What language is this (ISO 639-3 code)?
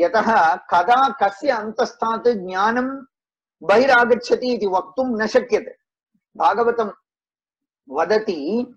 san